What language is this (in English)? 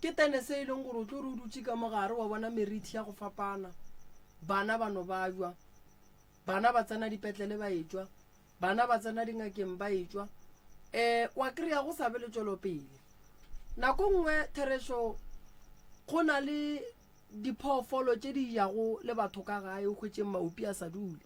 Northern Sotho